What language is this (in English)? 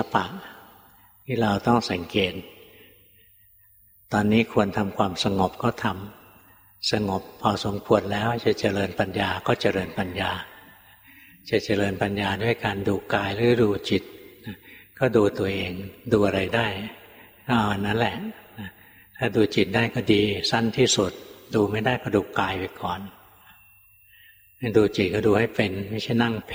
Thai